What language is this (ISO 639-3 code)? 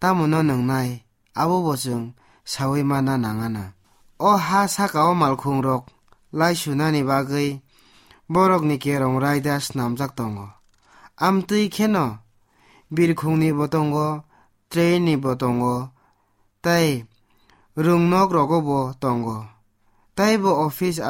trp